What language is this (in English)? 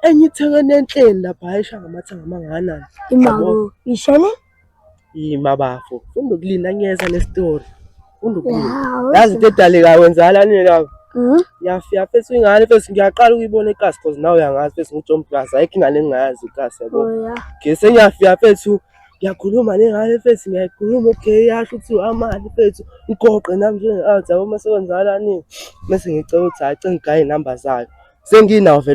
Zulu